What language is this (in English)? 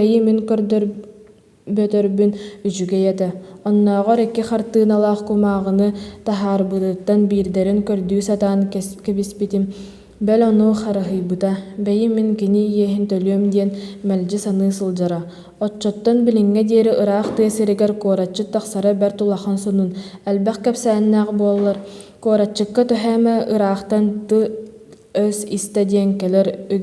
Yakut